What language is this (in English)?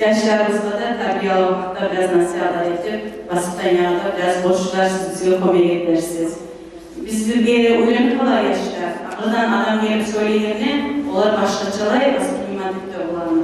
Kumyk